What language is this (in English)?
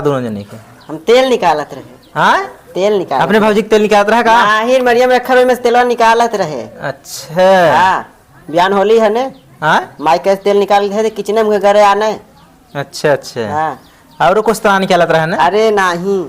Awadhi